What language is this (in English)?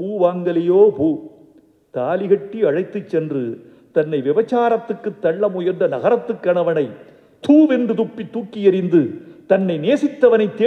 Tamil